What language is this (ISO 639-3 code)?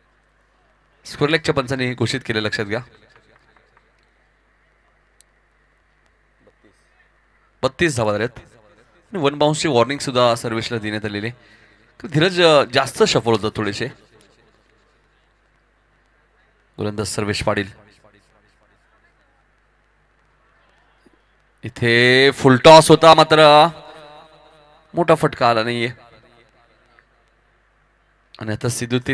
mar